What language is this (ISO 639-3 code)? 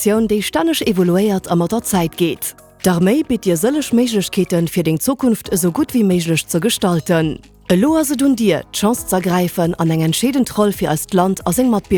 ltz